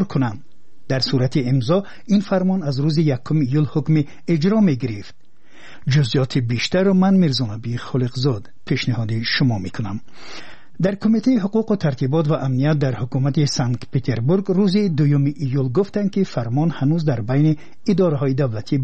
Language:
Persian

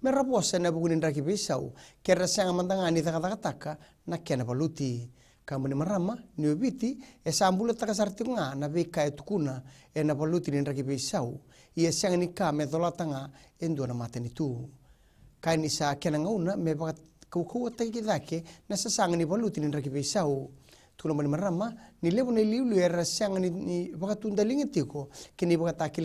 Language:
Fijian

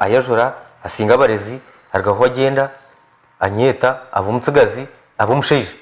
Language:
Nyankole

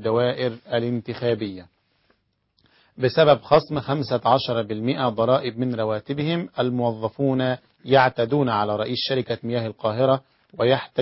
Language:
Arabic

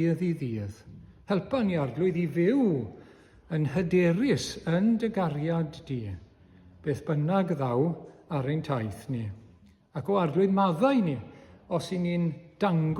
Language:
Welsh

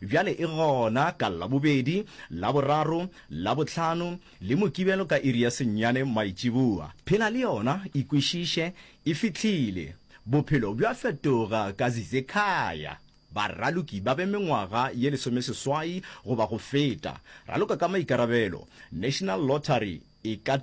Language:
Northern Sotho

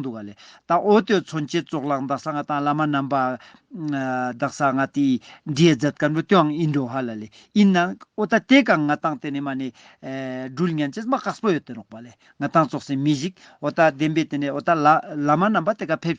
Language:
Ladakhi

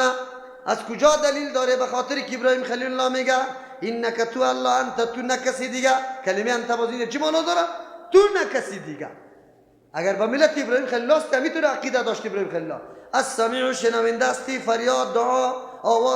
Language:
Persian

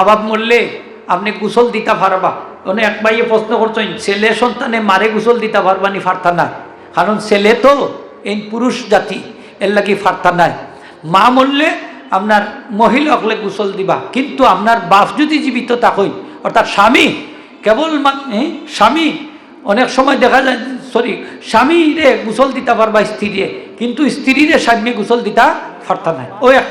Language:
Sylheti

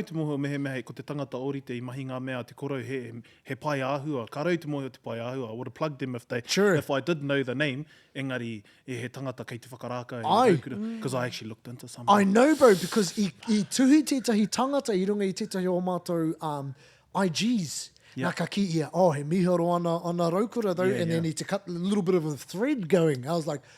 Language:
Māori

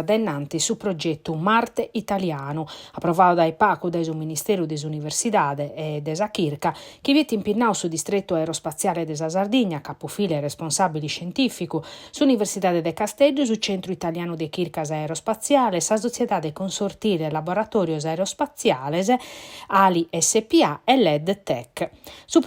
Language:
Sardinian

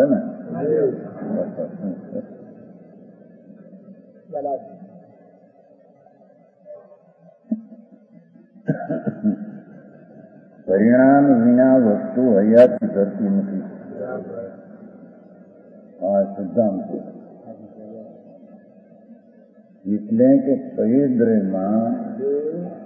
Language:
Gujarati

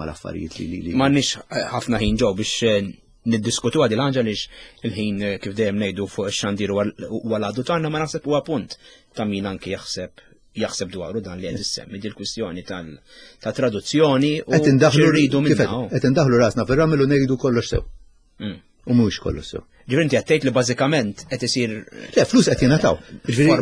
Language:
Maltese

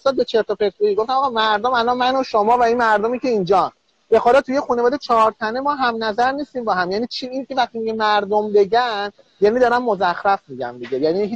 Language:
Persian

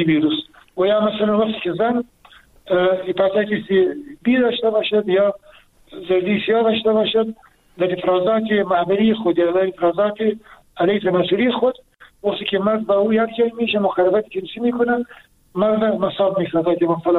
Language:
Persian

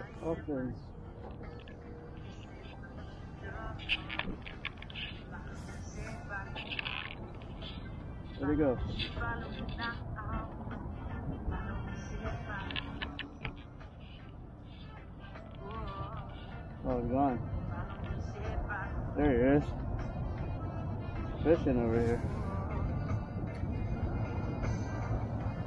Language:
English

